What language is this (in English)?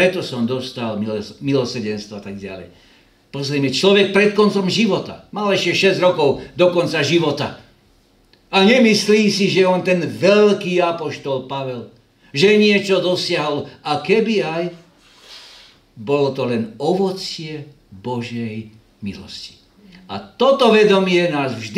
Slovak